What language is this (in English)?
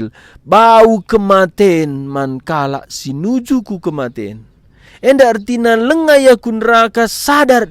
Batak Karo